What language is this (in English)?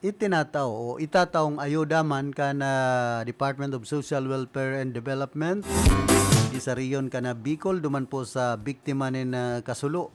Bikol